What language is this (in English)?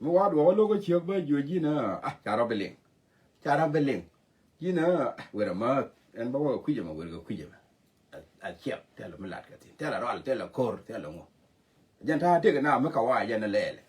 Nuer